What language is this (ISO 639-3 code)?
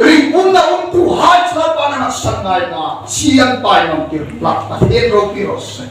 hmr